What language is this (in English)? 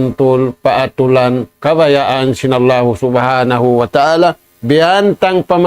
Tausug